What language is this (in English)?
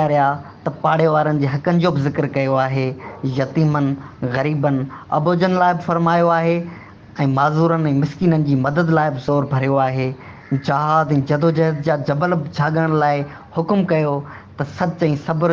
Sindhi